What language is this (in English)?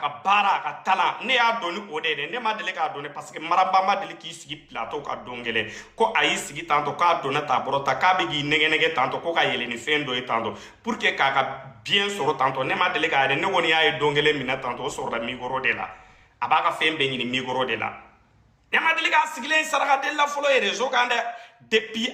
Bambara